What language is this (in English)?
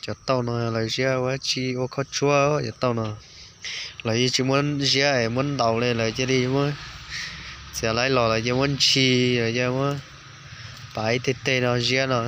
Hmong